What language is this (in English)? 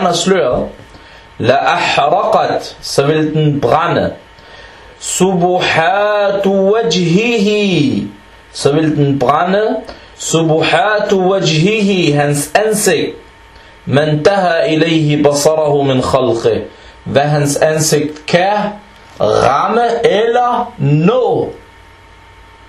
Danish